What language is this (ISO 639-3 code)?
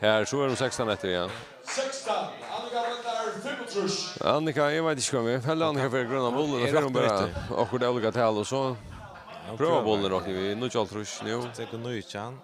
fao